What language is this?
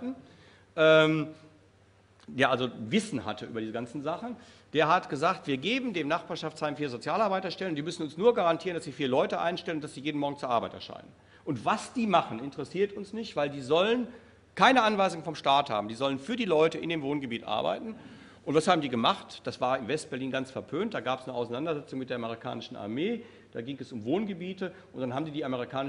German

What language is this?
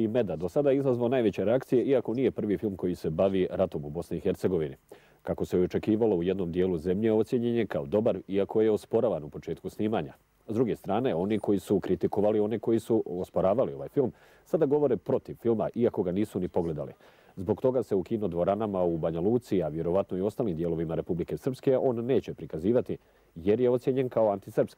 Bosnian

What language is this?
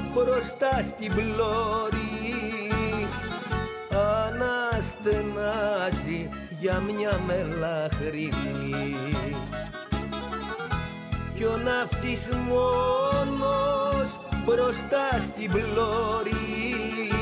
Greek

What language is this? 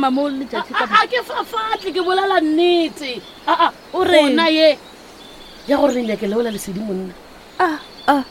Northern Sotho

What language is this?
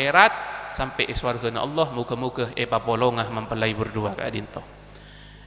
Madurese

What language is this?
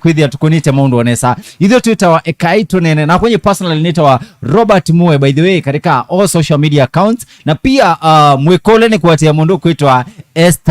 Kamba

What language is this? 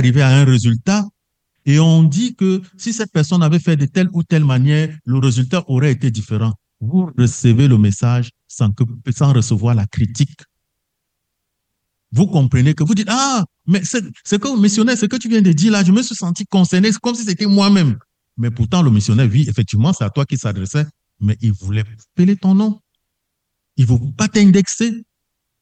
French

